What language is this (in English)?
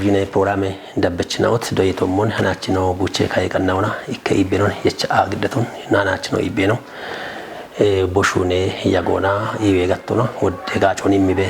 Kafa